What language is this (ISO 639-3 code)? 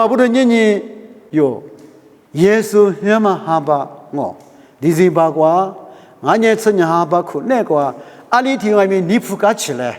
lis